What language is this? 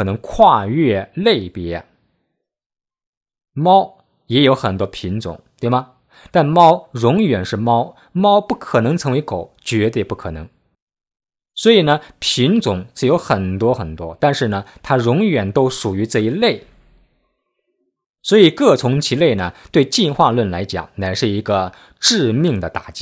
Chinese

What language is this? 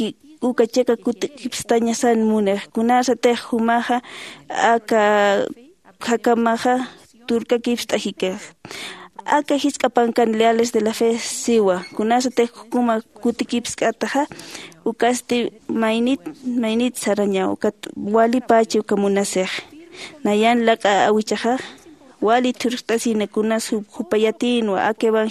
Aymara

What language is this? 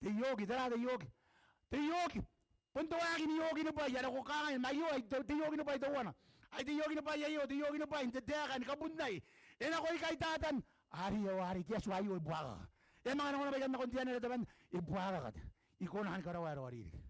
Gilbertese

